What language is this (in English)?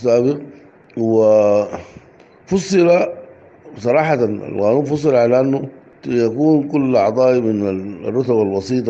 Sudanese Arabic